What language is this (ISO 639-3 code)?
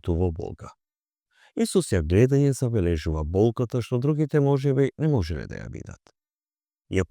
mkd